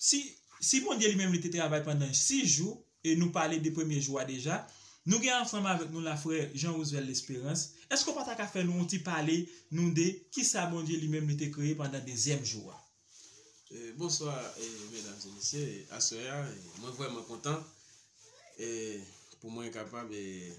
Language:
Haitian Creole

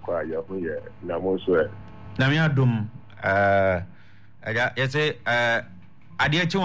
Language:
Akan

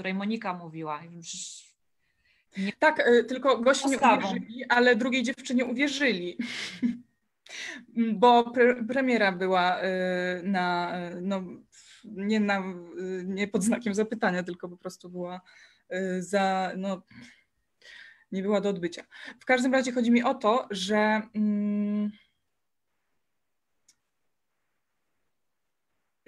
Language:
Polish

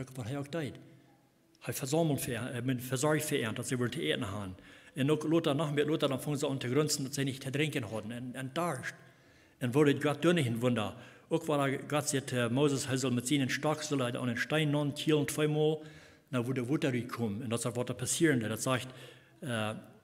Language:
Plautdietsch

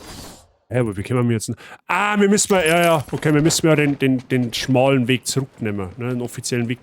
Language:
Bavarian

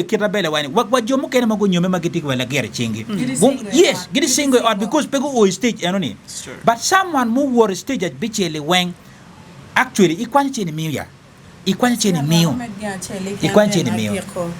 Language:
Acoli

